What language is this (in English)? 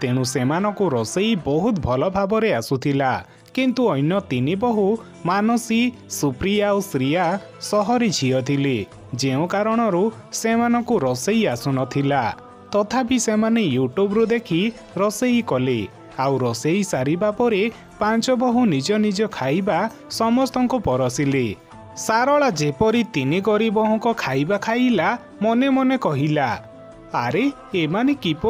Odia